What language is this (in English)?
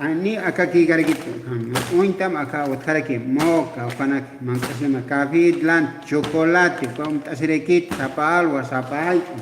Aymara